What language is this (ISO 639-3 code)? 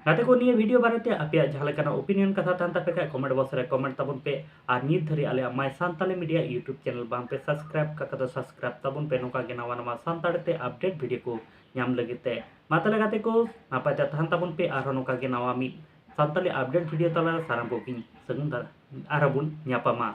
sat